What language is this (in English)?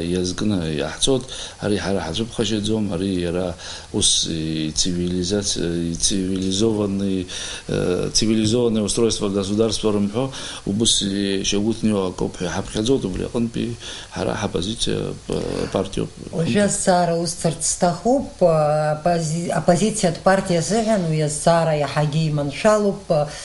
Abkhazian